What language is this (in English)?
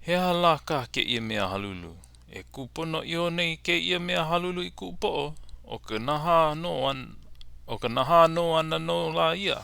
Hawaiian